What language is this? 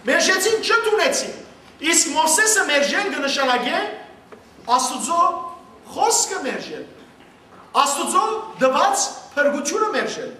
Western Armenian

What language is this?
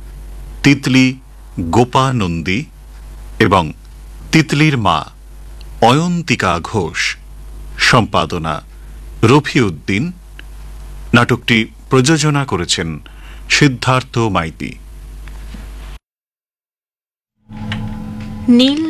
Bangla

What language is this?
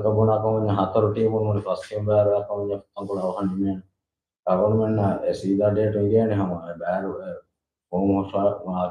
Divehi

